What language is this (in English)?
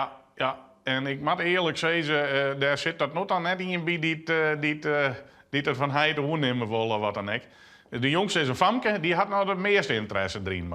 Western Frisian